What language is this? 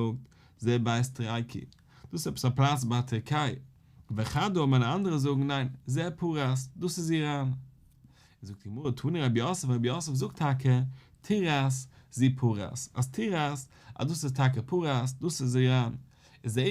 Yiddish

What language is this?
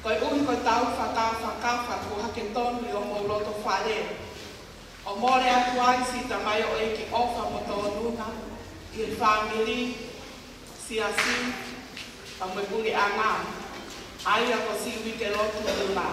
Tongan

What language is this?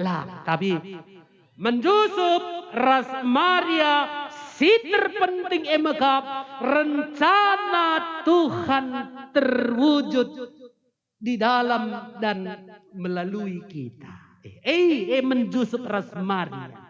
Batak Karo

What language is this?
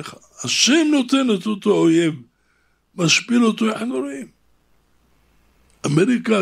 Hebrew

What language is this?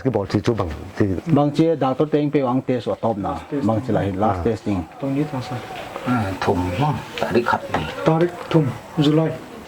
Paite Chin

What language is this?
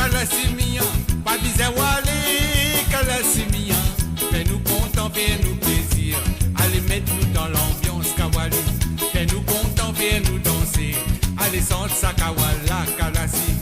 Morisyen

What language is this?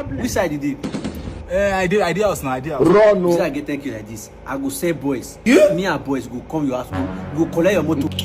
Nigerian Pidgin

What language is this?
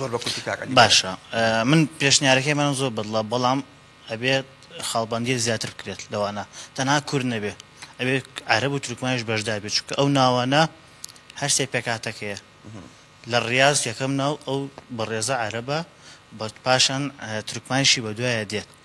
Central Kurdish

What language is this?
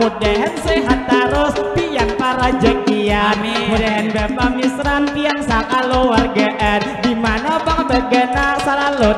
Banjar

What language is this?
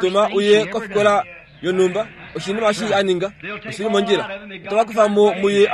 Kuanyama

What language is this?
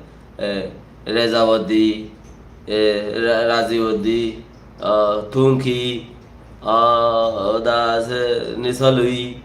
Rohingya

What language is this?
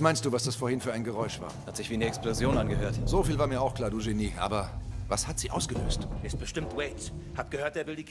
Bavarian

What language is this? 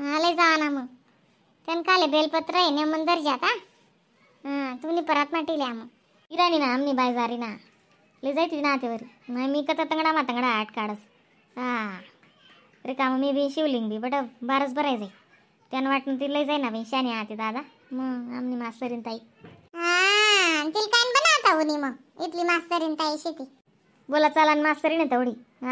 Khandesi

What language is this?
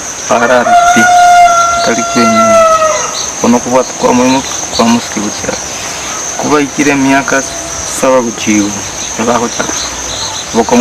Gusii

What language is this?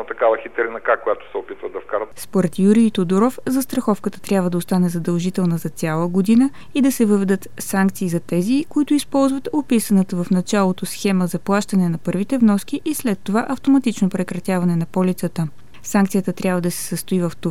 Bulgarian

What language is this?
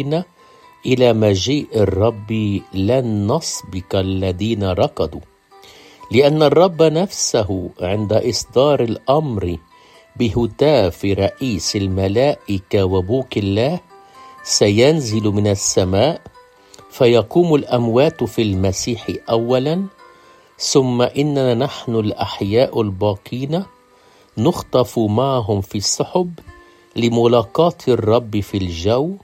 Arabic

